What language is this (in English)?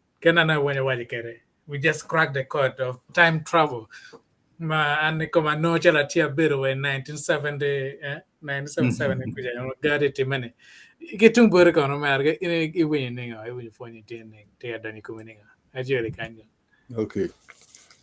Acoli